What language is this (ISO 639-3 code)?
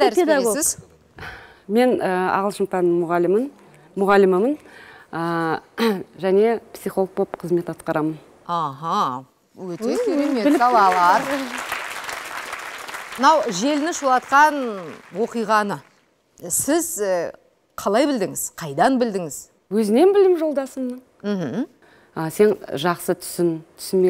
kaz